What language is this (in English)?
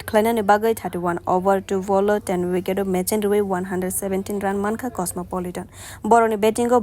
Kok Borok